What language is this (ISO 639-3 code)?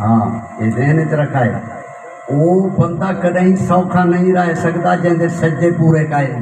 skr